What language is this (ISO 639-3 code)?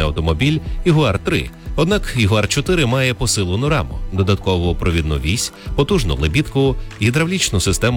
ukr